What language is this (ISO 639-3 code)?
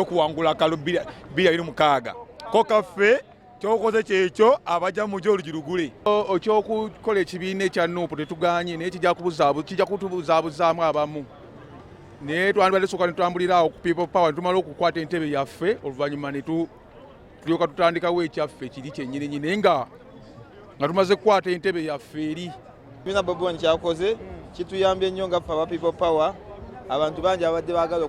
lug